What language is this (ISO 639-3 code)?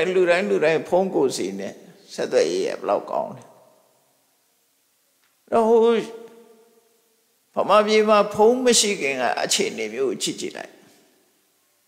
mya